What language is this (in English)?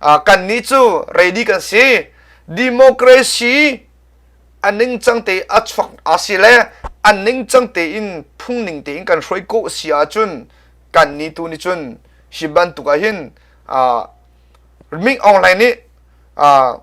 Hakha Chin